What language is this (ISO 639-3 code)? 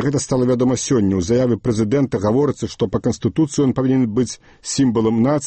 bel